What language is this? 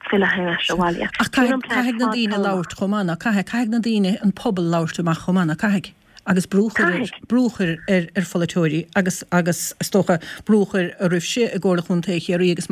Irish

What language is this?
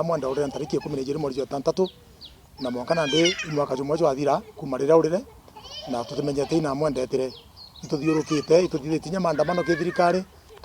Meru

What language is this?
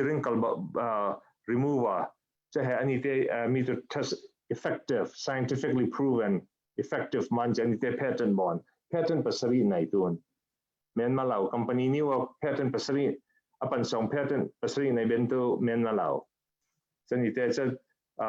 Falam Chin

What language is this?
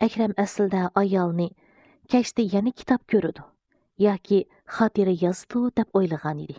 Uyghur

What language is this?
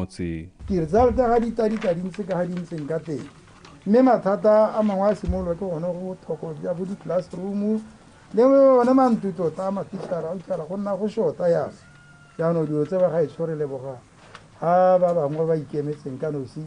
Tswana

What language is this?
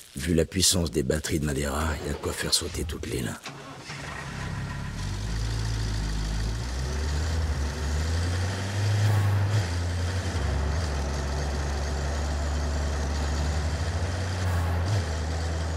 French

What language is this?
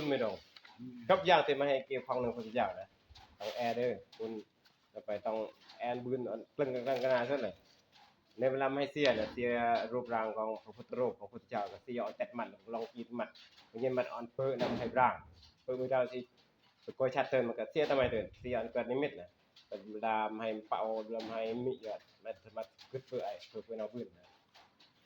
Northeastern Thai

